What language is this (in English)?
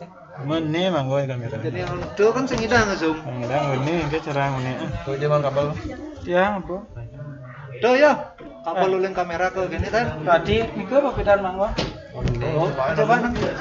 Balinese